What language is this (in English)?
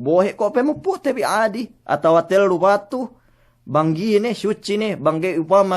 Yakan